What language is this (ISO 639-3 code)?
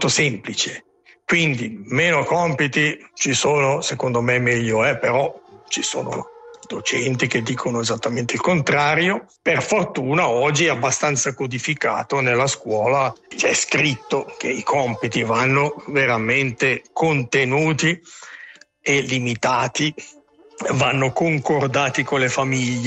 ita